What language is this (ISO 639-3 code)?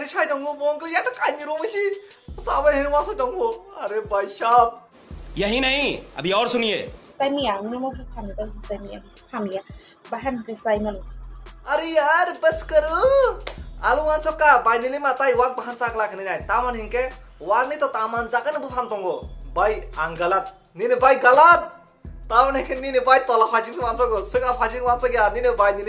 trp